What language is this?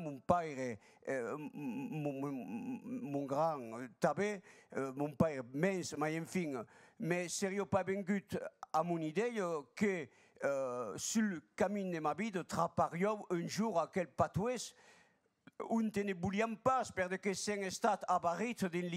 Occitan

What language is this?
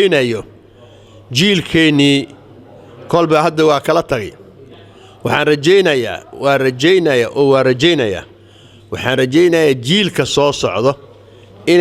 Somali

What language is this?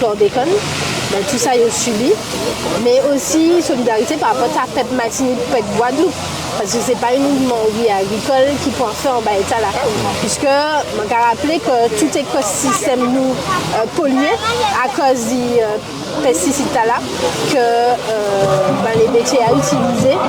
Guadeloupean Creole French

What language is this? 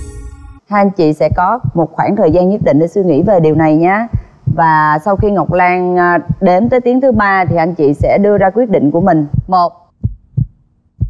Vietnamese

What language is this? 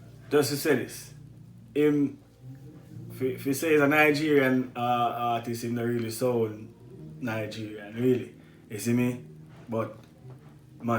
Jamaican Creole English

